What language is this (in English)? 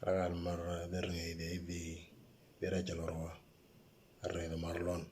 Moro